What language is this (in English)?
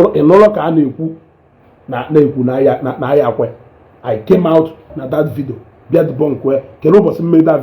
Igbo